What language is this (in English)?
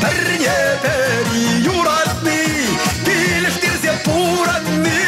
Chuvash